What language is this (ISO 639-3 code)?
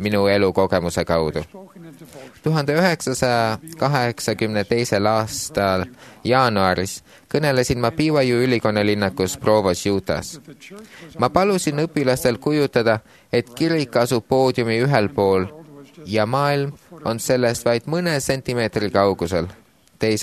est